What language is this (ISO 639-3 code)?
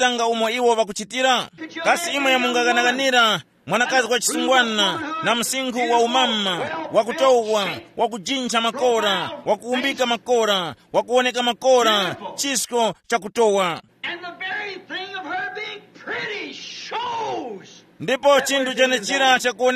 tum